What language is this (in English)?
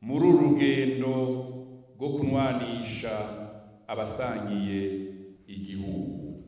Rundi